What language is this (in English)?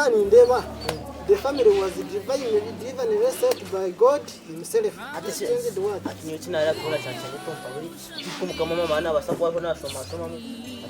Nyankole